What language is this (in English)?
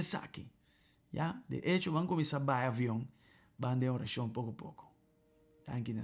Papiamento